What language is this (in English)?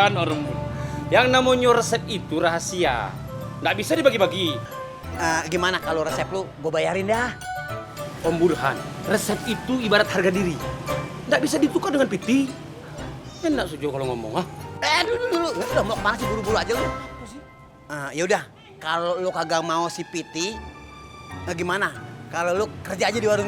Betawi